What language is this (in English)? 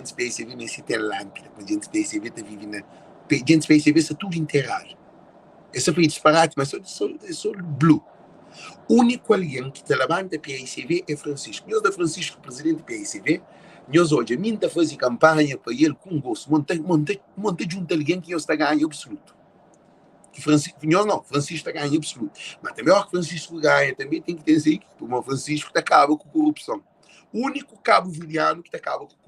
Kabuverdianu